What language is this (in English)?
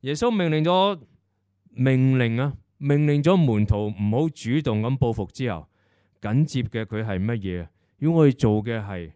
Cantonese